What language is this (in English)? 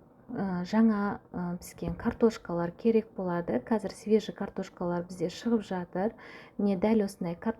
Kazakh